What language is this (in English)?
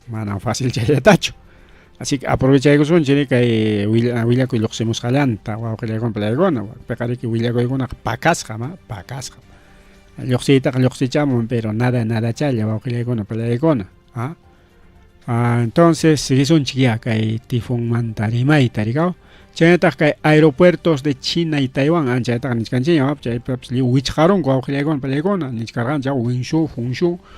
Ayacucho Quechua